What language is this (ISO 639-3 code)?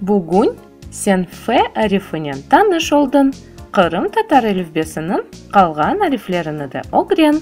crh